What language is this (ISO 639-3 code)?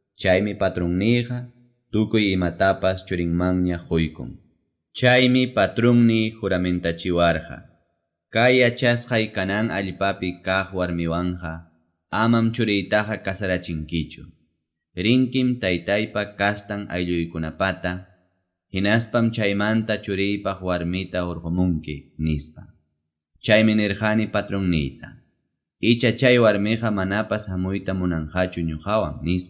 quy